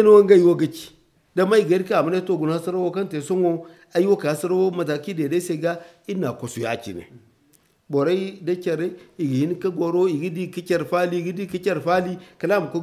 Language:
Zarma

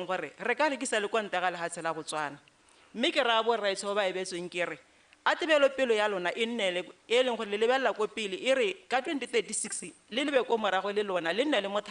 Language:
Tswana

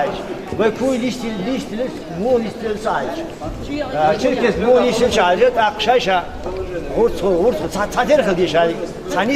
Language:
Chechen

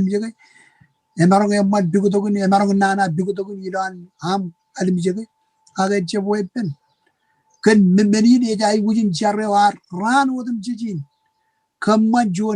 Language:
Marshallese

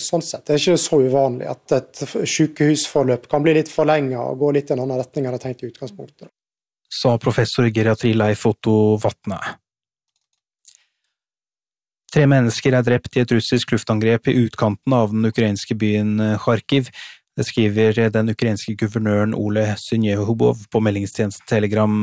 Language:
Norwegian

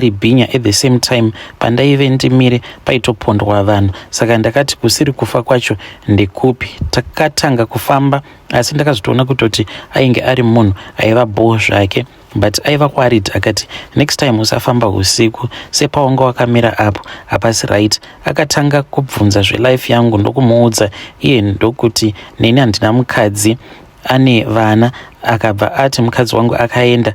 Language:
Shona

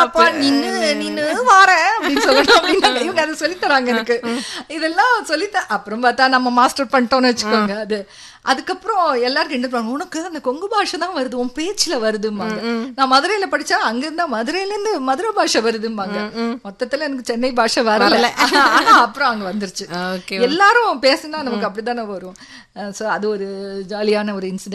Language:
Tamil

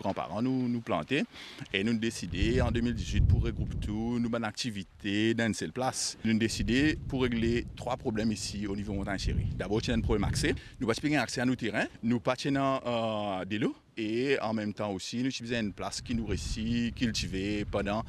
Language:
Morisyen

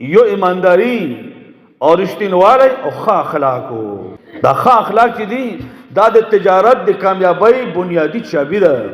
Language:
Pashto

